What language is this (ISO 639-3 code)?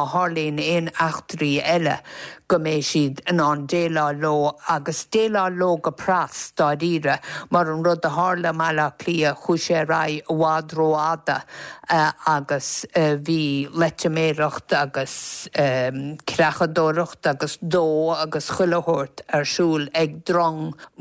gle